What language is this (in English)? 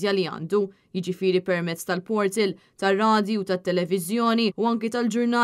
Maltese